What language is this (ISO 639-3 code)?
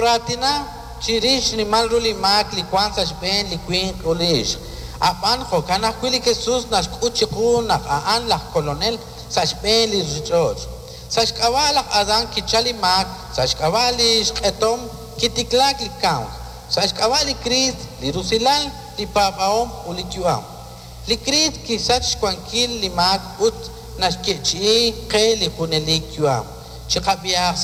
kek